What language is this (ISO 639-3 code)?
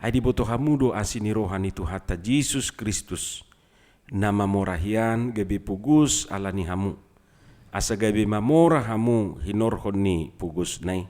bbc